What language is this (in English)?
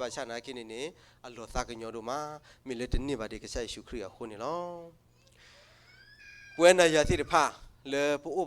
S'gaw Karen